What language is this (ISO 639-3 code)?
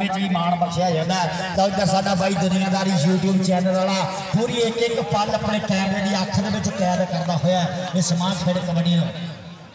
pan